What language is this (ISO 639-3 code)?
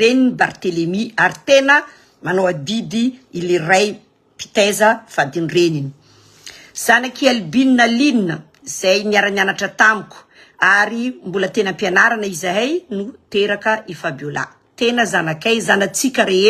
mlg